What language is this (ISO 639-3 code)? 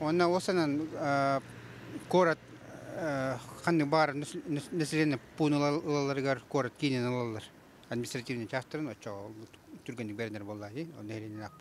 sah